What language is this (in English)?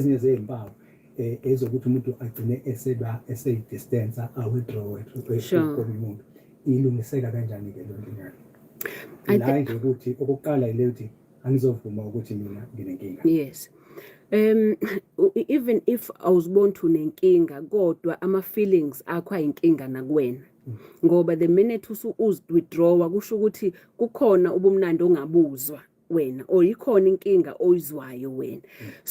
Zulu